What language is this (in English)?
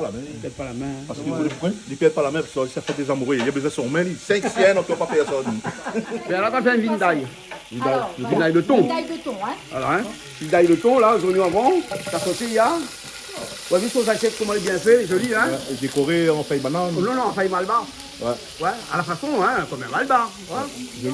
Réunion Creole French